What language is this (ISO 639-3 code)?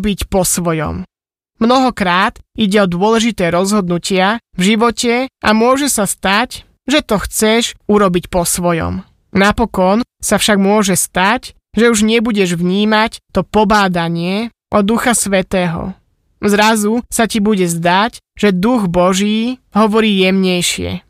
slk